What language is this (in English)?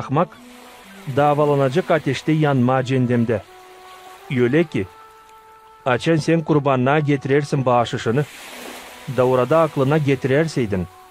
Gagauz